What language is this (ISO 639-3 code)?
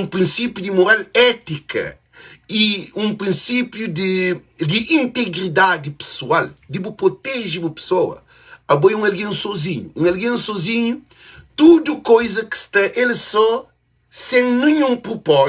kea